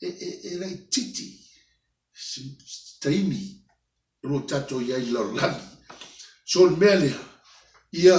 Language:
Samoan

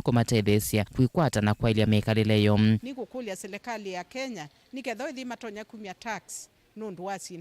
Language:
Kamba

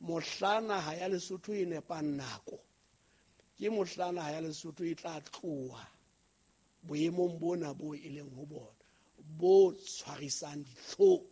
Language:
Southern Sotho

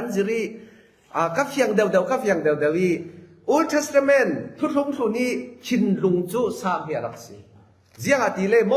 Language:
Falam Chin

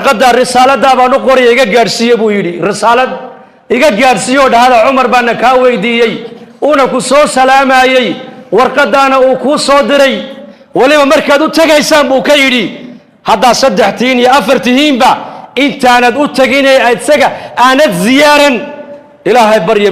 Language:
Somali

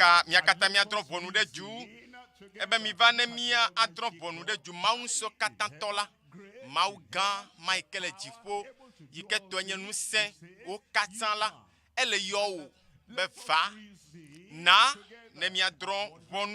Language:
Ewe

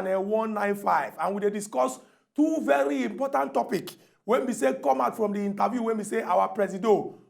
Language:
Nigerian Pidgin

